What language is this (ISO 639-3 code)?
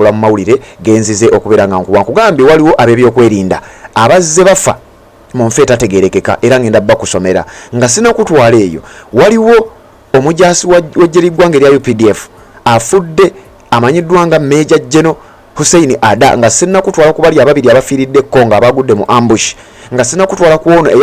lug